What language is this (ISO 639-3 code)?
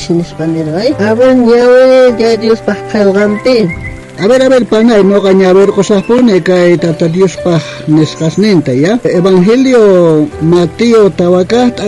quh